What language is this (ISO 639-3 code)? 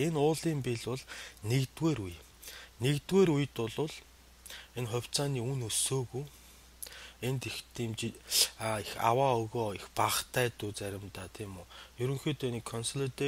mon